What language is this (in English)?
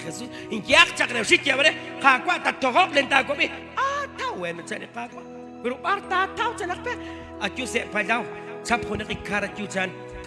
Kekchí